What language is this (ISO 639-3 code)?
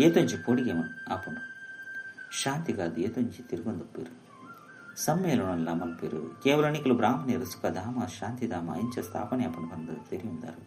tcy